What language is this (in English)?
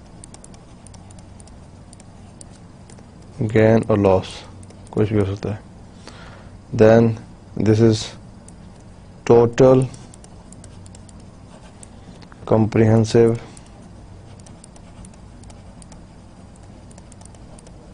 Urdu